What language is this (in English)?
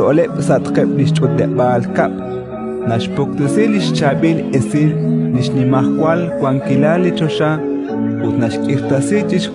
Kekchí